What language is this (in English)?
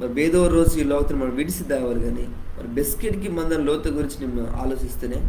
Koya